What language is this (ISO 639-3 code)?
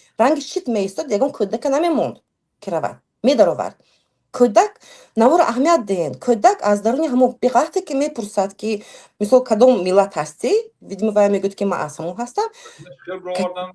tgk